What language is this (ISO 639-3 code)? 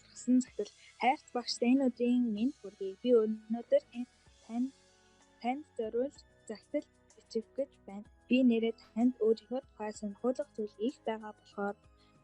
mon